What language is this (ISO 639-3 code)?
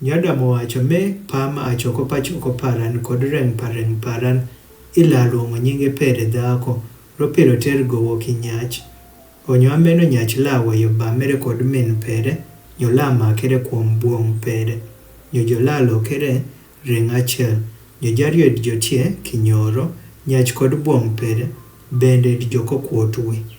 adh